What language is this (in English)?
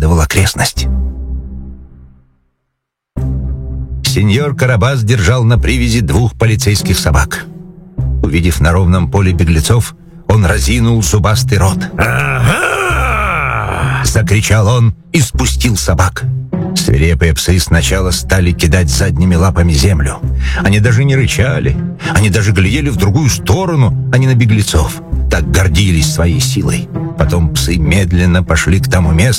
Russian